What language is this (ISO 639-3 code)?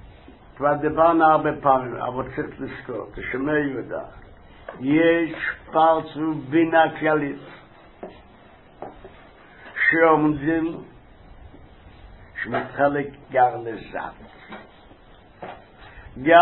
heb